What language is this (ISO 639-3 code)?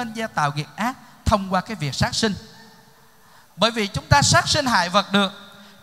vie